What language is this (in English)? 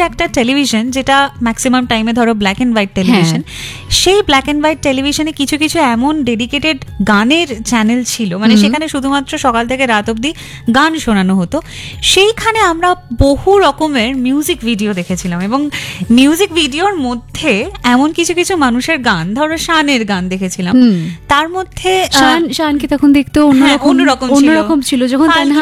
Bangla